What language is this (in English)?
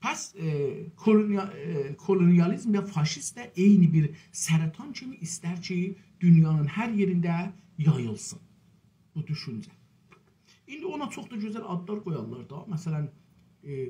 South Azerbaijani